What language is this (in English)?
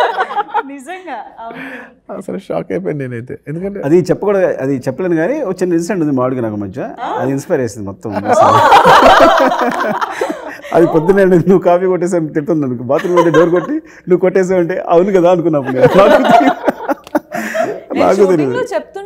Telugu